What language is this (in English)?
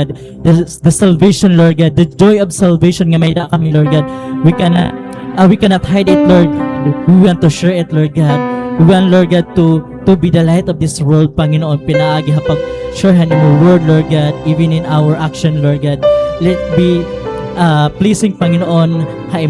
Waray